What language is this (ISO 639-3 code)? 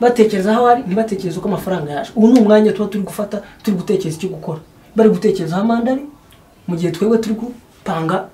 kin